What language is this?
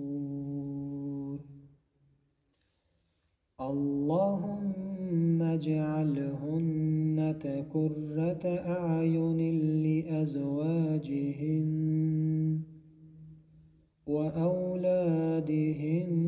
Arabic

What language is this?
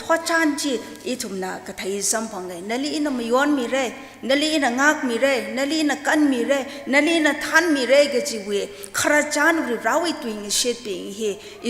Tangkhul Naga (India)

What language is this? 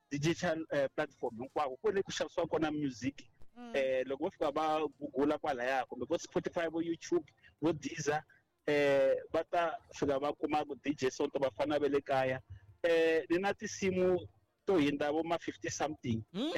Tsonga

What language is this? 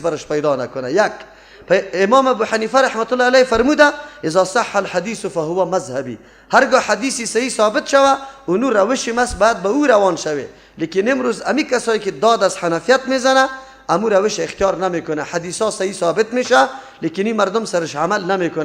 Persian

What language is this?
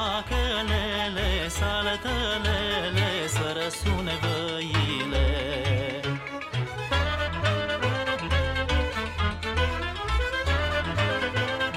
Romanian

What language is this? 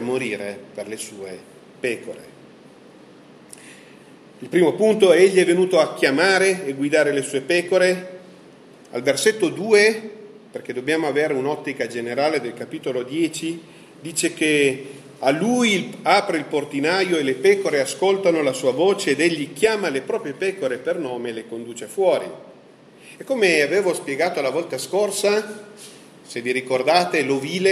Italian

